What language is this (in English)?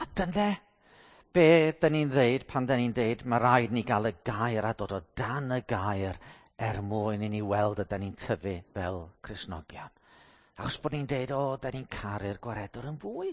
Welsh